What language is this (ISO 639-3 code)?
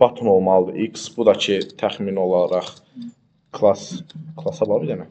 aze